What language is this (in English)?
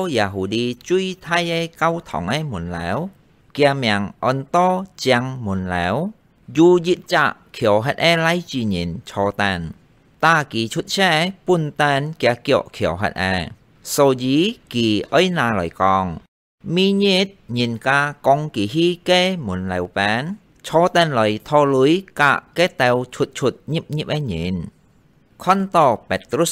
Hakka Chinese